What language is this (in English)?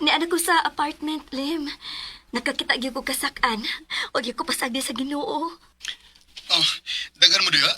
Cebuano